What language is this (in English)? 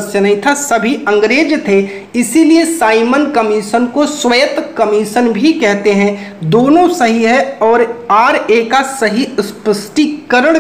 Hindi